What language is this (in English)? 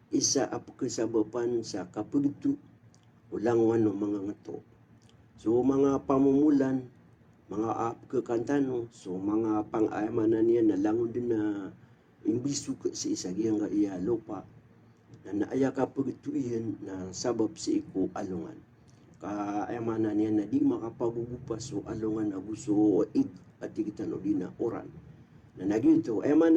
Maranao